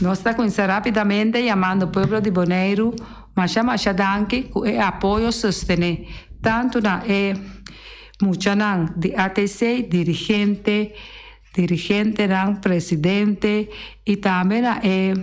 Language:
Papiamento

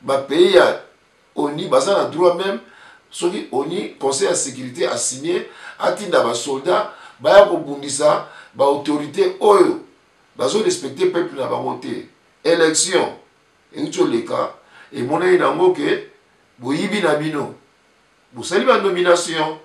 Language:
Lingala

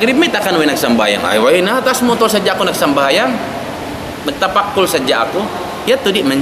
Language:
Tausug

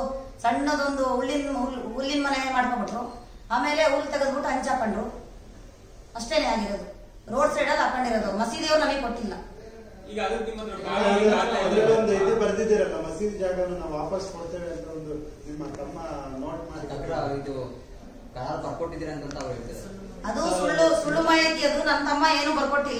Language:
Kannada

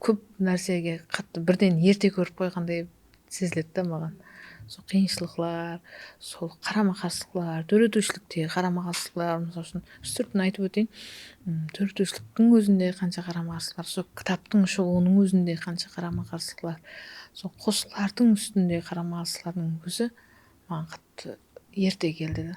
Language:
Kara-Kalpak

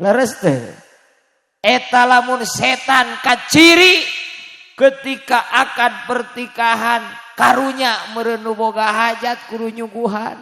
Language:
Sundanese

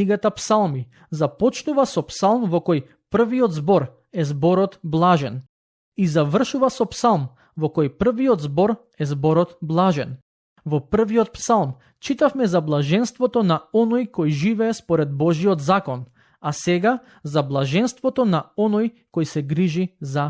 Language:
Macedonian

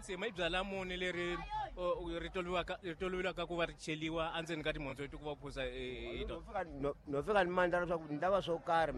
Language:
Tsonga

